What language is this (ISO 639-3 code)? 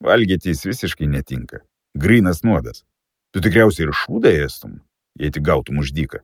lit